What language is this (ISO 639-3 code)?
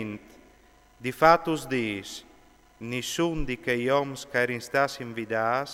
fur